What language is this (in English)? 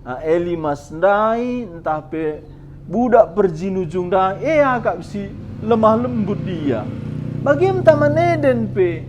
Batak Karo